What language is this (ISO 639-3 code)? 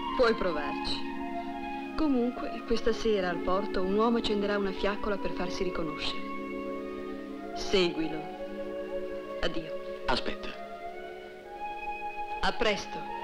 ita